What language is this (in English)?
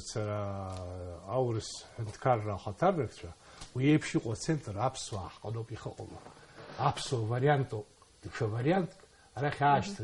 Abkhazian